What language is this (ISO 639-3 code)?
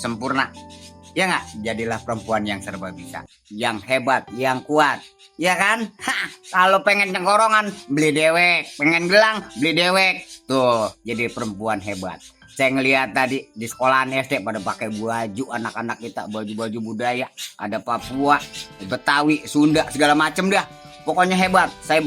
bew